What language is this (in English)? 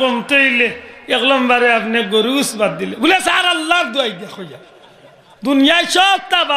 Sylheti